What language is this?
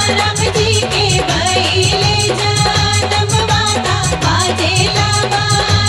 Bhojpuri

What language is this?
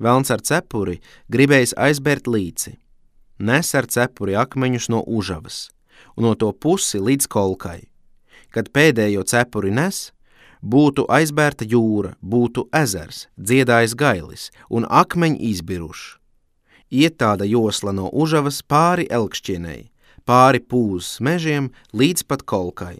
Latvian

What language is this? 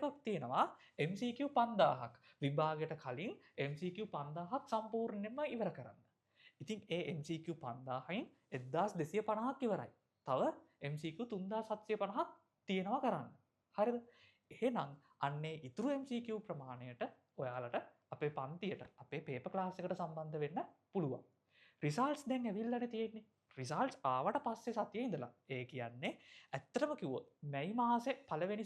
Sinhala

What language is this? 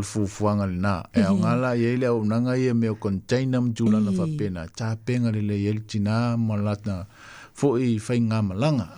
Samoan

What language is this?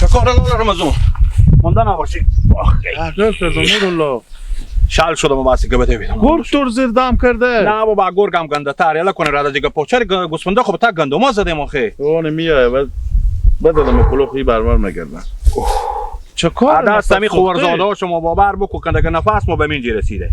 Hazaragi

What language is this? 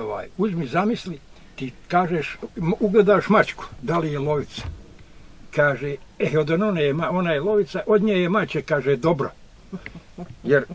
Bosnian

